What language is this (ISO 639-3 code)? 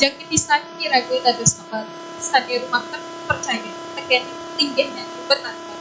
ban